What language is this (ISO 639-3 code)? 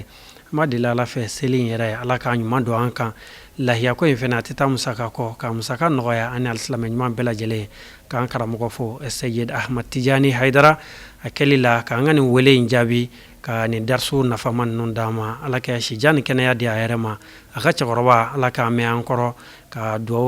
bam